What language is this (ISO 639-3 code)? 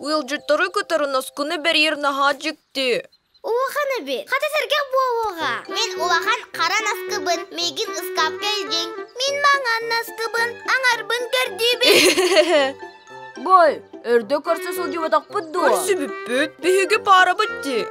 sah